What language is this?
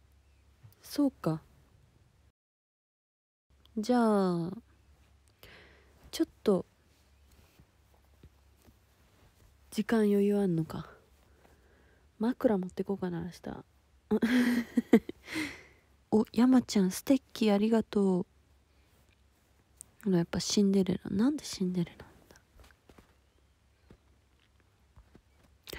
Japanese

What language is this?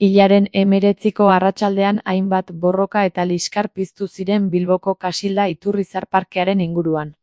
Basque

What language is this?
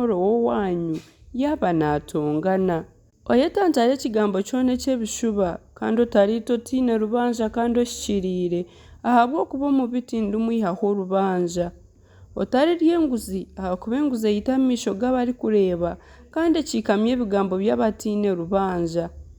Nyankole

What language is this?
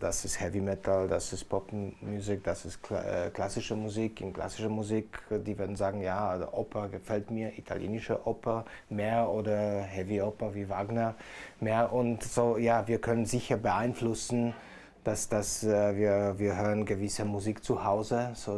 Ladin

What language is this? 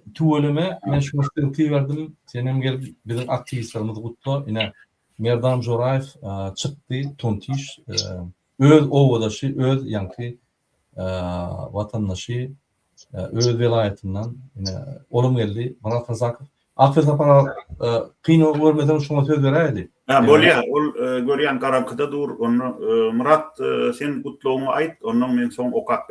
Turkmen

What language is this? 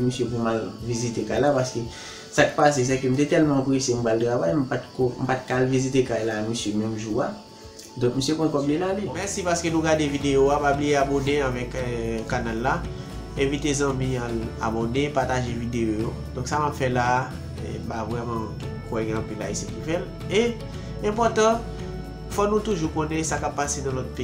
Haitian Creole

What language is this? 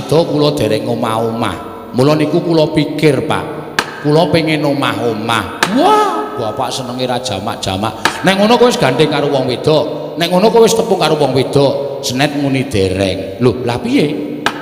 Javanese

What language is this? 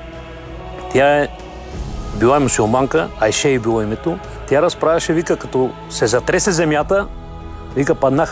Bulgarian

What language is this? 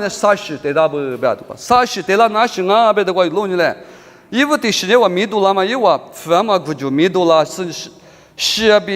Lisu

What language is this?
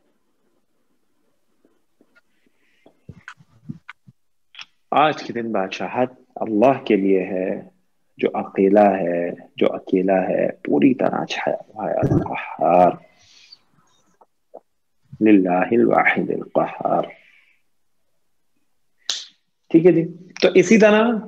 Urdu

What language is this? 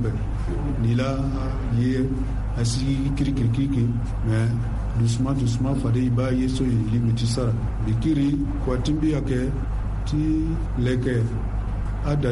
Sango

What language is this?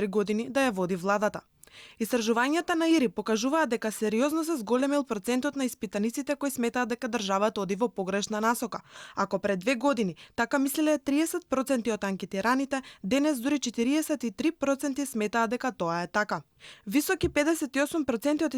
Macedonian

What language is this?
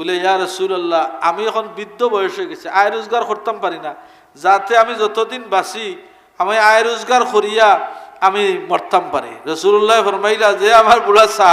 Sylheti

